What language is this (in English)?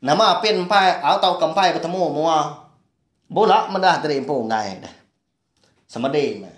Iban